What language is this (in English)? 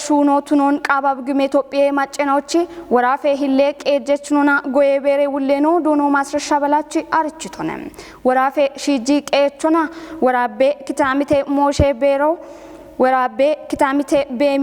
Kafa